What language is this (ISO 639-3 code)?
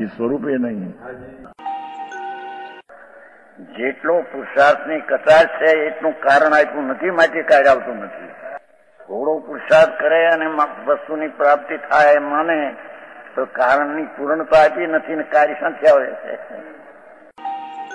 guj